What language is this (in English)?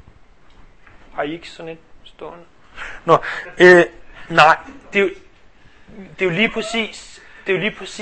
Danish